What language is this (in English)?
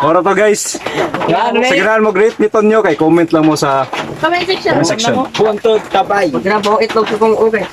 Cebuano